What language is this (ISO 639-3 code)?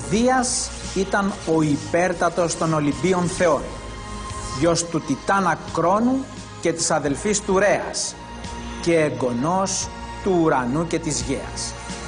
ell